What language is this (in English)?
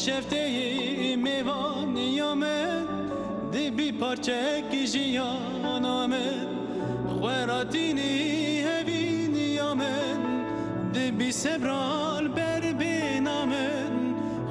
Kurdish